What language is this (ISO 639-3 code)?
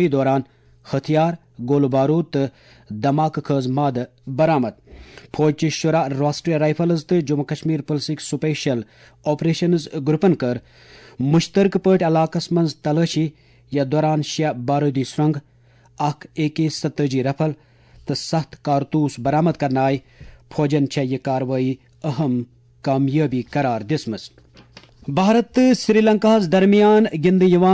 kas